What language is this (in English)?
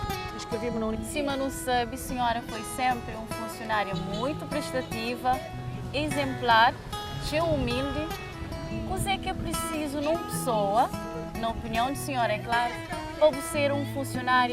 Kabuverdianu